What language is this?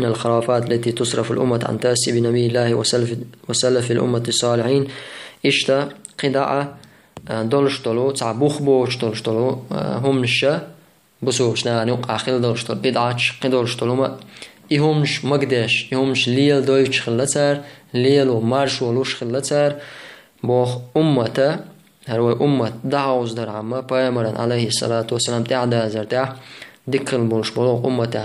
Chechen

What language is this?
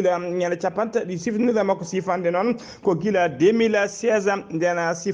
Fula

